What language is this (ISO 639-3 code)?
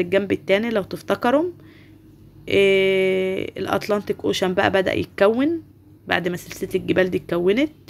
arz